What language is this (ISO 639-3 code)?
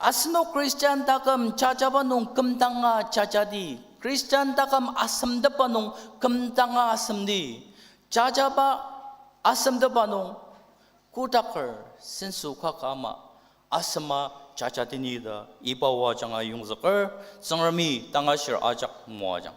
njo